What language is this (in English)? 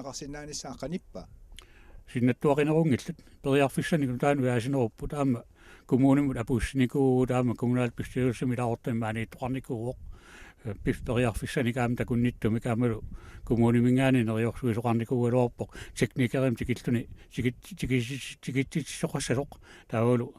Kalaallisut